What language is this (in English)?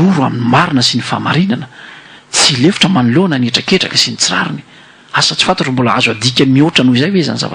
Malagasy